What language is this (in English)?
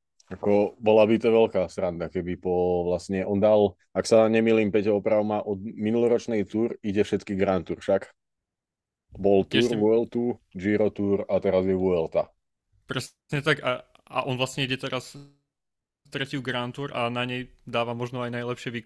Slovak